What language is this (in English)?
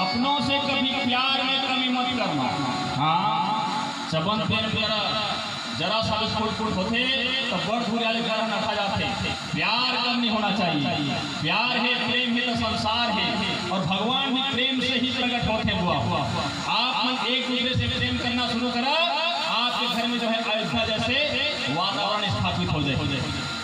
Chhattisgarhi